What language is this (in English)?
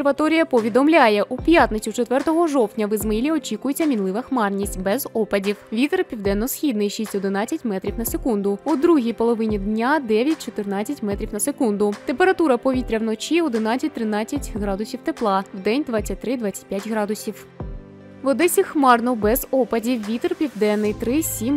Ukrainian